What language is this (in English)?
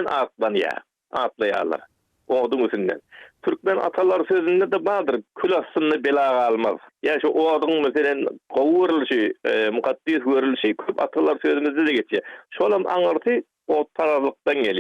Turkmen